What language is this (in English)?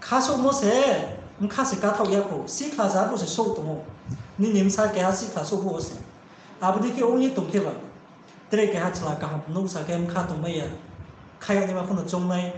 Riang (India)